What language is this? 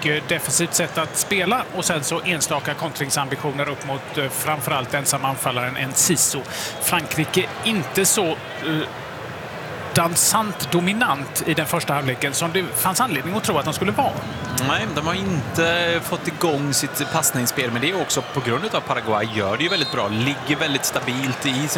Swedish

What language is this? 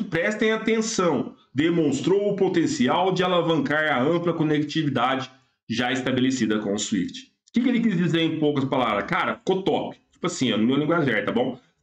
Portuguese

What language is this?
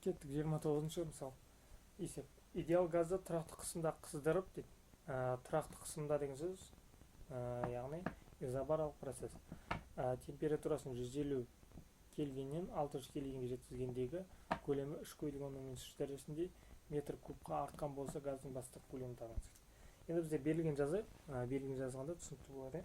Kazakh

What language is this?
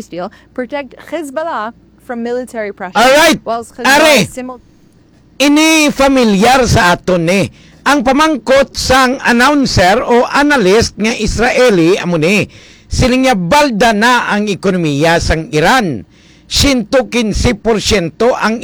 Hiligaynon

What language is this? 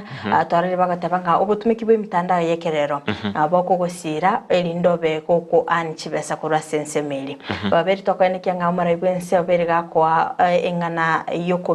Gusii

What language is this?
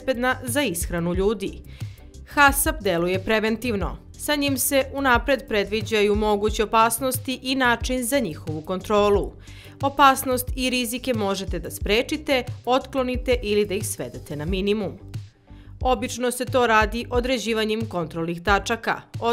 Serbian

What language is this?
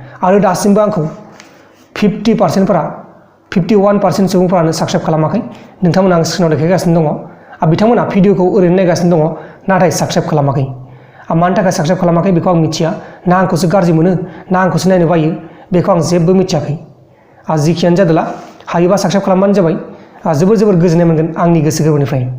Bodo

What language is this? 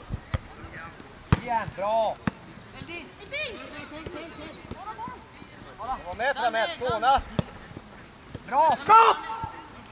Swedish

